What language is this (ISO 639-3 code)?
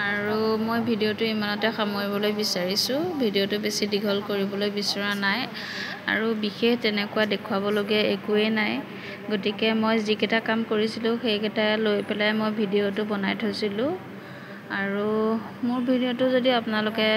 asm